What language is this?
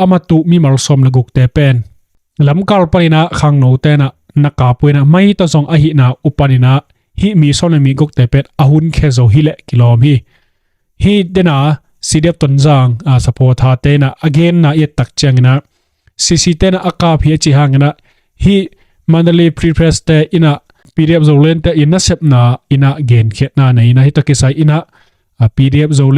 Tedim Chin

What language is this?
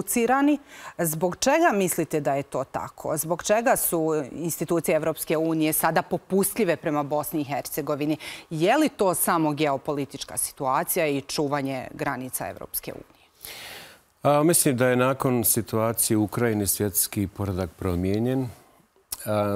Bosnian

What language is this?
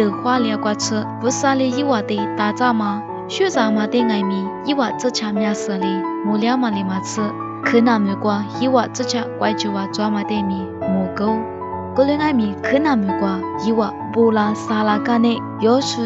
Lisu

